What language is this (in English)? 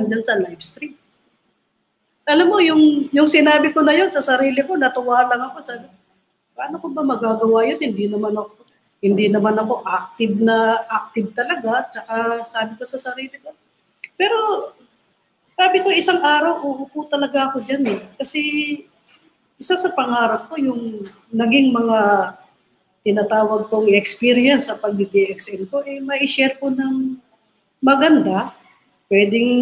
Filipino